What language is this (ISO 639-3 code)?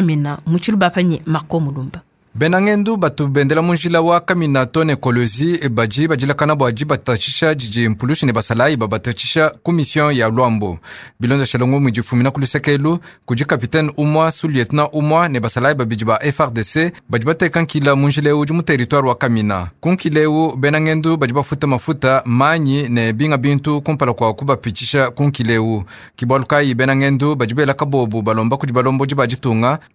lua